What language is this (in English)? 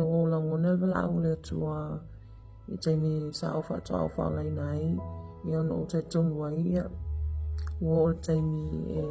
Samoan